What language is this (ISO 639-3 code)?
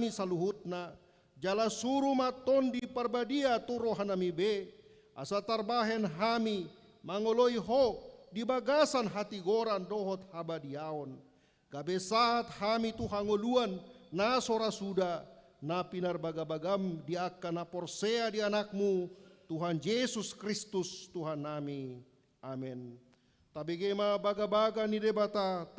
bbc